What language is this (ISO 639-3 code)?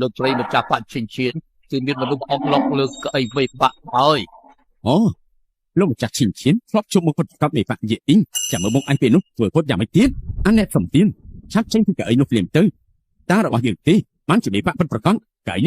khm